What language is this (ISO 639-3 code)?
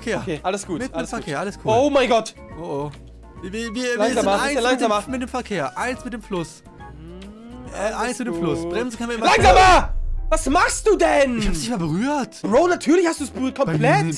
deu